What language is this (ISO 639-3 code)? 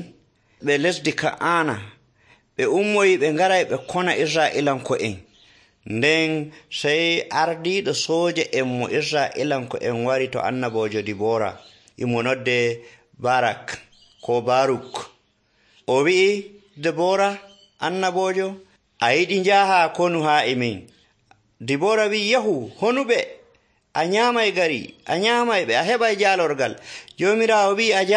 fuv